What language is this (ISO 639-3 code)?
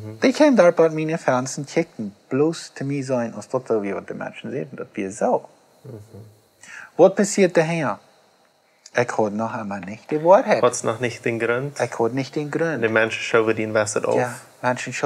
pdt